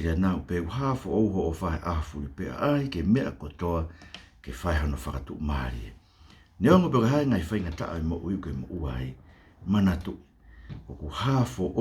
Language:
Tongan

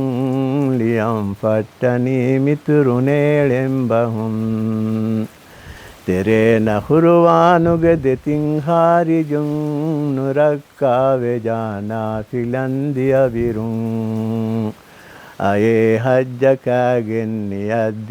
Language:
Divehi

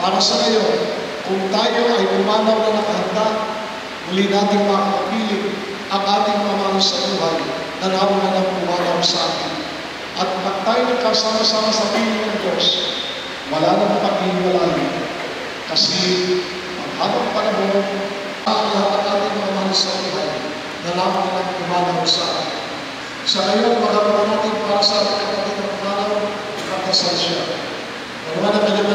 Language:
Filipino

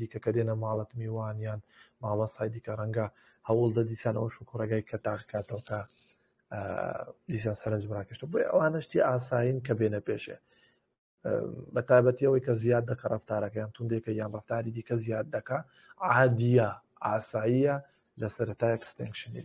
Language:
Central Kurdish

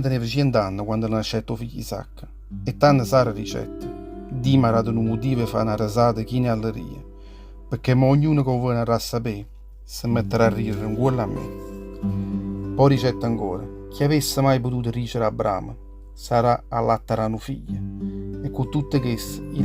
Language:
Neapolitan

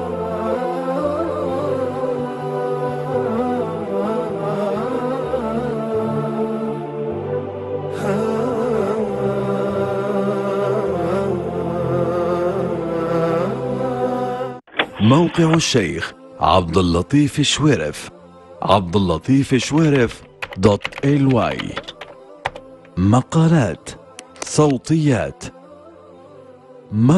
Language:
Arabic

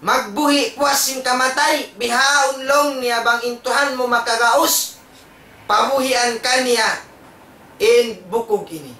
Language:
Tausug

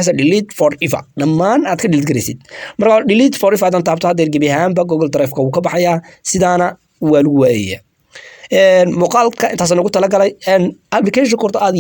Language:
Somali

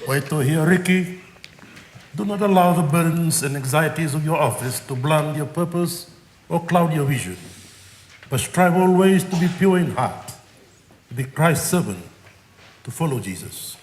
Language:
Māori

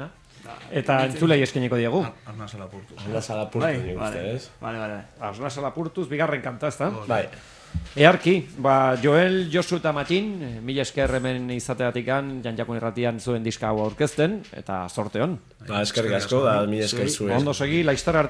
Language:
Basque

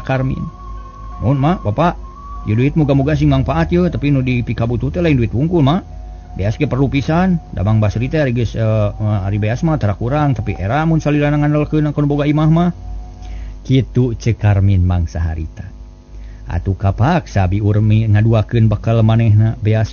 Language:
Sundanese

